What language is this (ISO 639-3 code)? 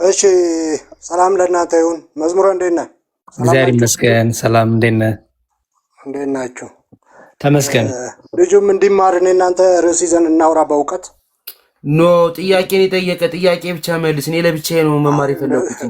amh